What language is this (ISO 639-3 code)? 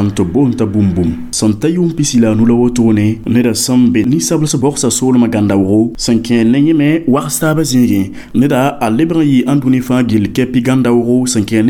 mos